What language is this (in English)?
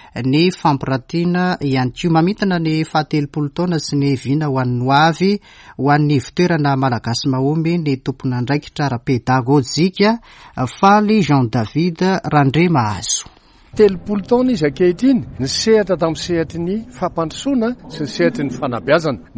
Malagasy